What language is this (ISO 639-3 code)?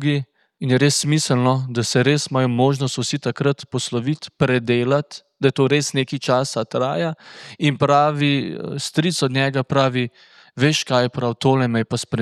slv